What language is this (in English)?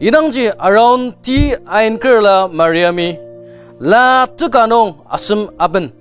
Ao Naga